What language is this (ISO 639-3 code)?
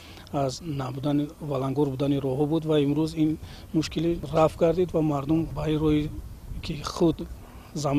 tgk